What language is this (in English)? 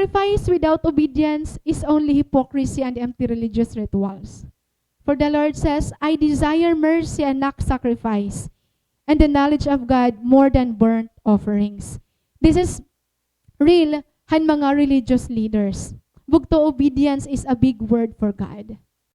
Waray